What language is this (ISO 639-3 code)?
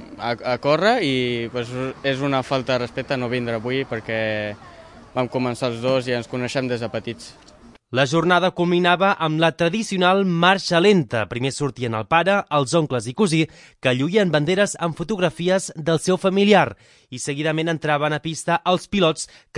cat